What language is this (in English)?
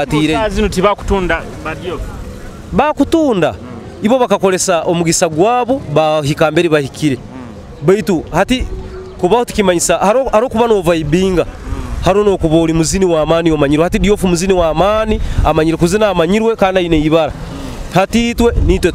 Nyoro